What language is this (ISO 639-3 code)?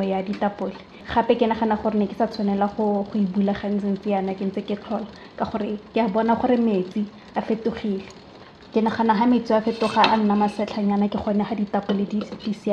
tsn